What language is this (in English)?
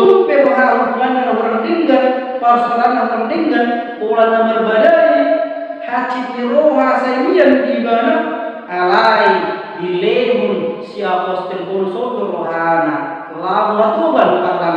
Batak Toba